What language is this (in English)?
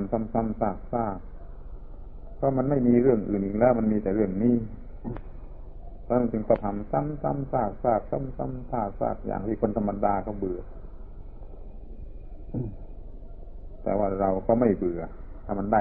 Thai